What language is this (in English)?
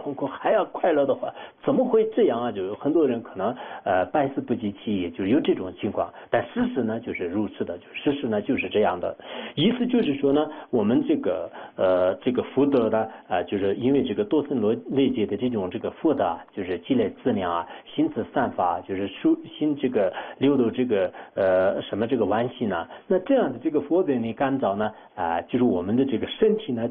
Chinese